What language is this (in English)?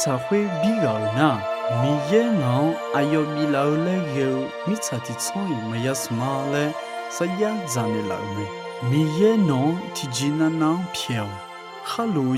Akha